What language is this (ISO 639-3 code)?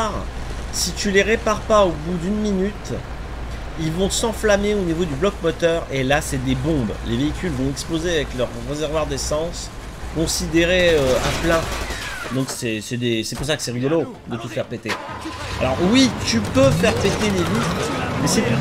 fra